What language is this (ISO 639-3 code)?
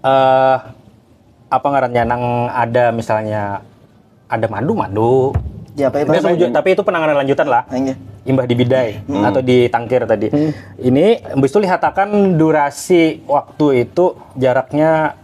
bjn